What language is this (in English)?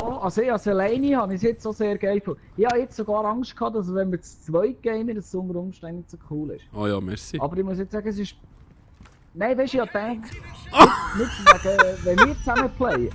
Swiss German